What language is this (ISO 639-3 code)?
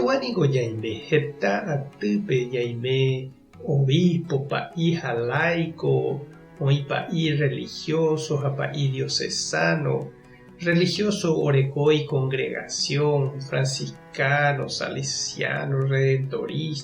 grn